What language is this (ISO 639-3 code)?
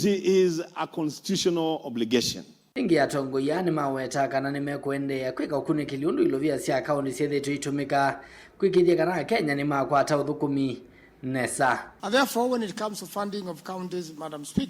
kam